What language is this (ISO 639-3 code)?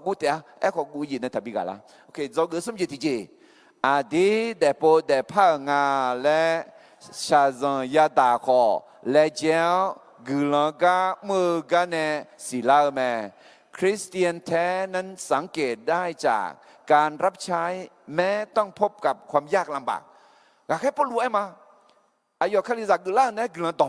ahk